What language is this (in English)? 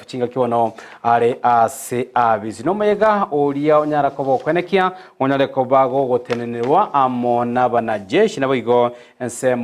Gusii